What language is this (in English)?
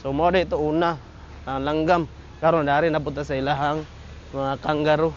Cebuano